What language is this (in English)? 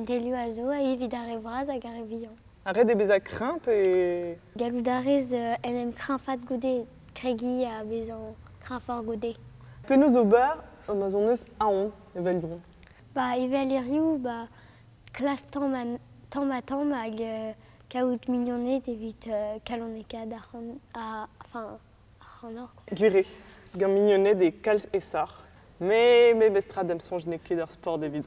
Breton